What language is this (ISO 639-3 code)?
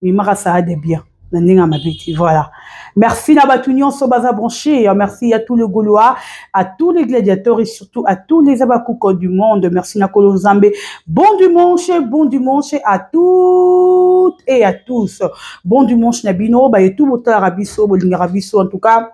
lin